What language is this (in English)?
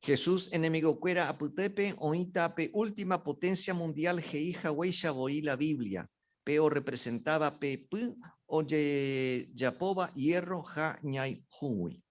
Guarani